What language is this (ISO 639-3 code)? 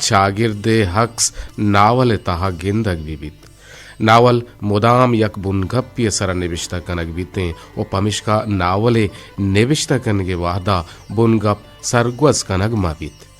bgp